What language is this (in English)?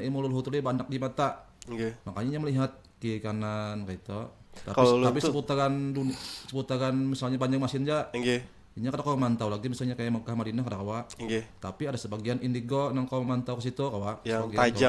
Banjar